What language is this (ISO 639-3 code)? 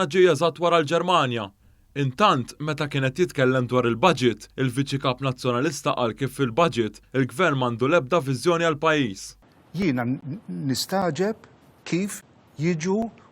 mlt